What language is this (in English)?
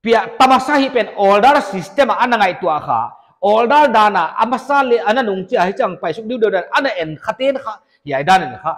Paite Chin